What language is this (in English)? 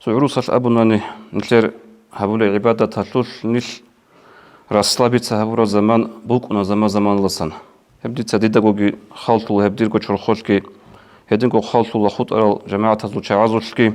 Avaric